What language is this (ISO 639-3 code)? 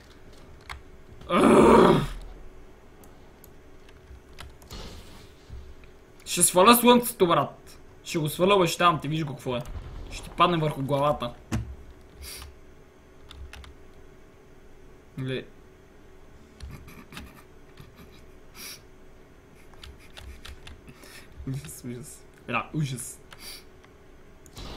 bul